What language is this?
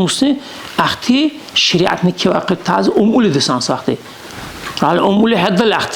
Dargwa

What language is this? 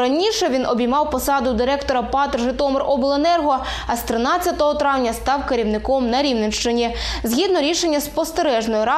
Ukrainian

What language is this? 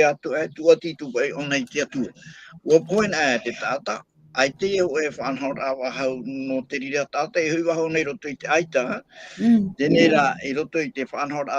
Tahitian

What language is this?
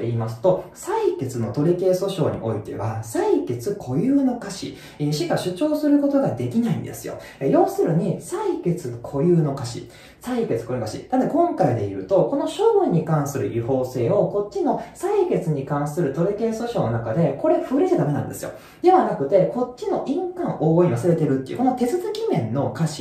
Japanese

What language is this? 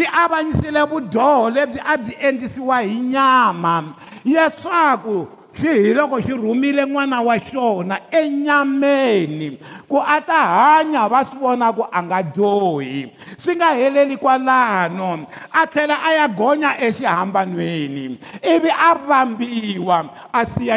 Tsonga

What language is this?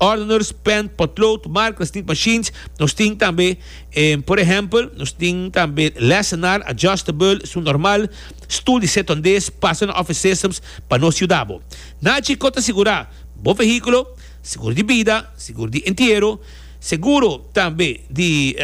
Papiamento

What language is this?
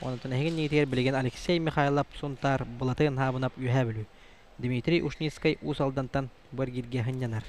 Yakut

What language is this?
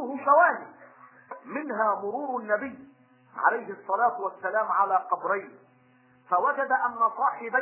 Arabic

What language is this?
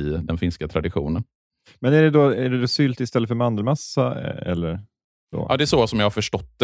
Swedish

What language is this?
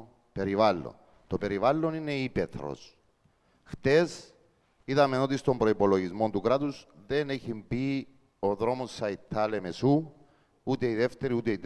Greek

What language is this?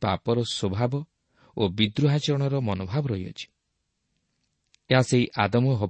Odia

